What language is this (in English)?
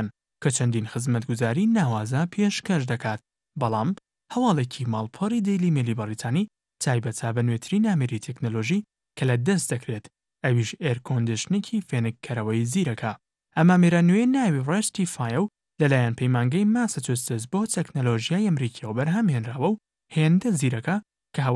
Central Kurdish